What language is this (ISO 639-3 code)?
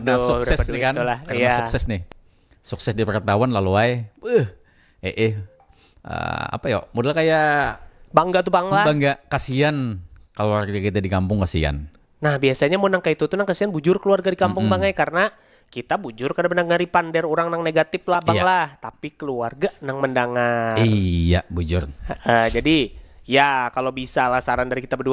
bjn